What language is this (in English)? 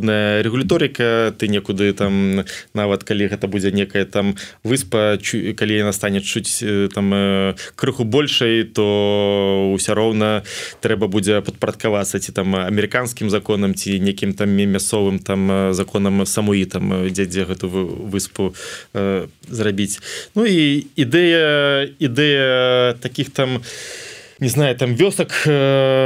Belarusian